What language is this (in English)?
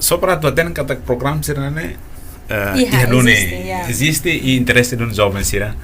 Tetum